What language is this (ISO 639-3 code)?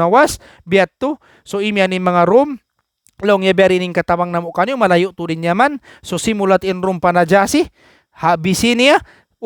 tsg